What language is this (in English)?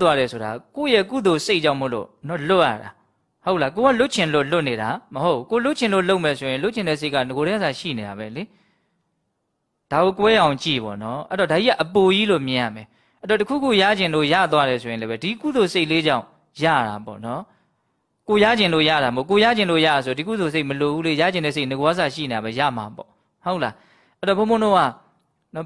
Burmese